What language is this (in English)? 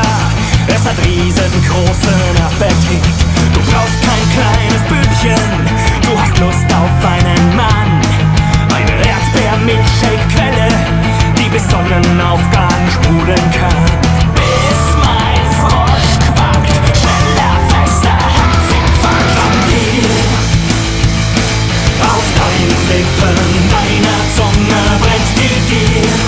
German